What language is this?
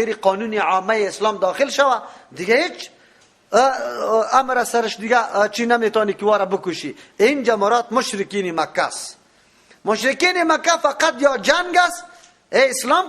Persian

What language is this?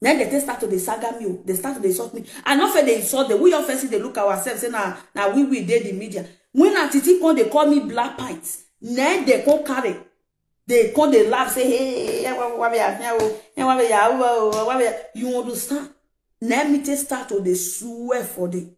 Nigerian Pidgin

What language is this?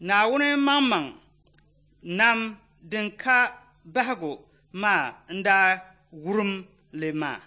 Dagbani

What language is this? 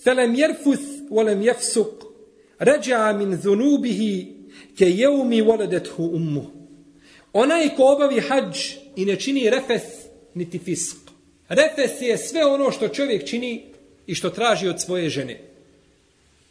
Bosnian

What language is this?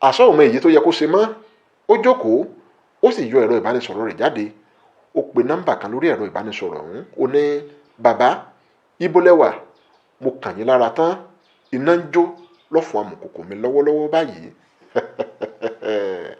Yoruba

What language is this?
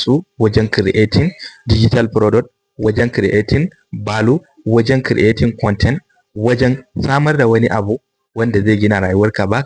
Hausa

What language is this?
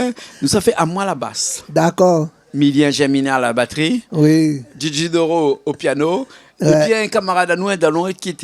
Réunion Creole French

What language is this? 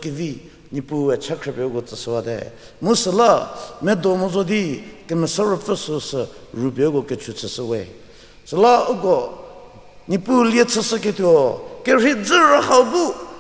Angami Naga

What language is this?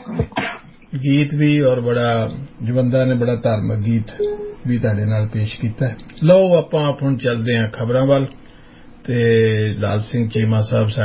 Punjabi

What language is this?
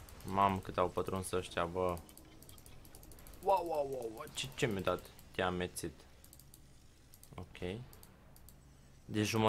Romanian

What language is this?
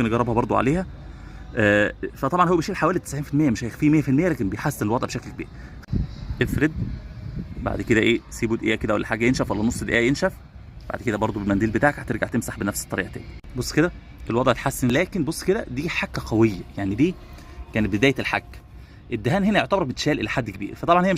Egyptian Arabic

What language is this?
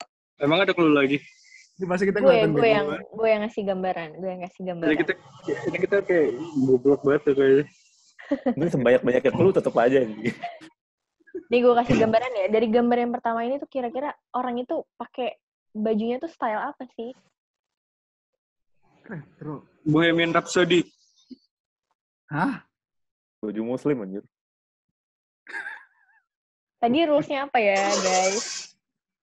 Indonesian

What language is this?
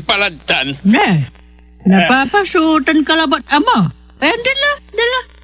Pangasinan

